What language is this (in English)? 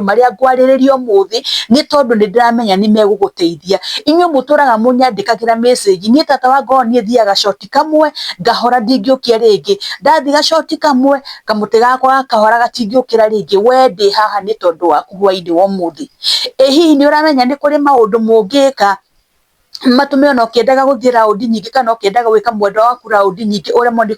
Kikuyu